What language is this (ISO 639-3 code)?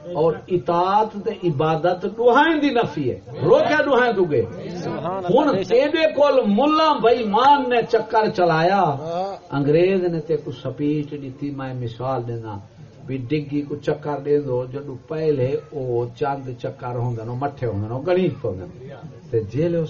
skr